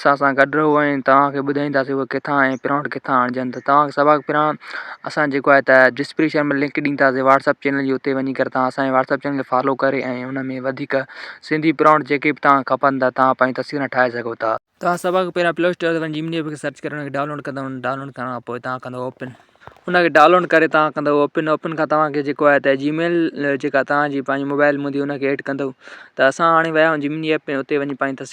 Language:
Sindhi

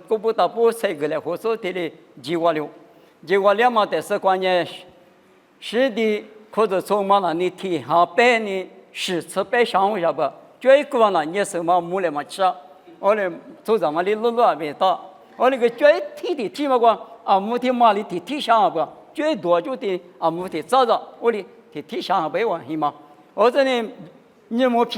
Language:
Lisu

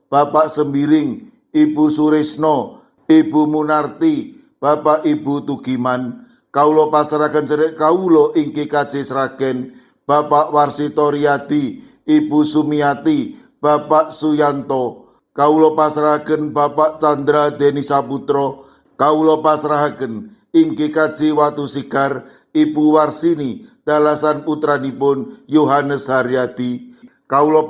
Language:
Javanese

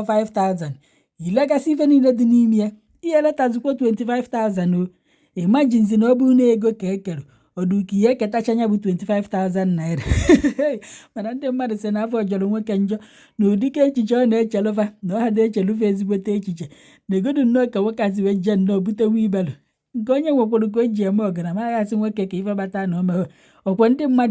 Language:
Igbo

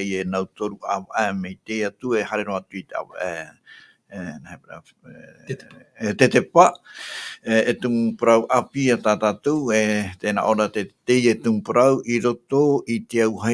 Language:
Tahitian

